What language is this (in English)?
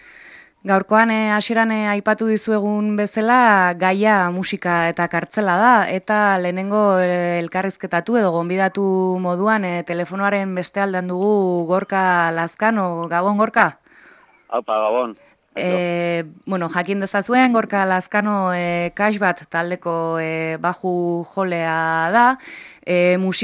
Basque